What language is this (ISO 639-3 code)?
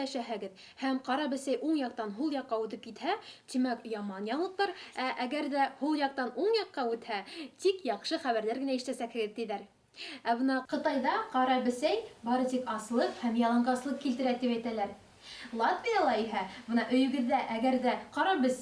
bak